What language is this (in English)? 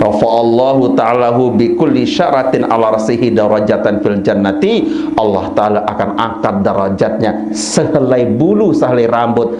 Sasak